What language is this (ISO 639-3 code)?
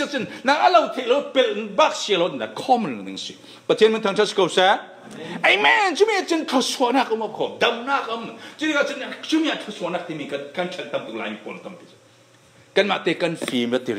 cfm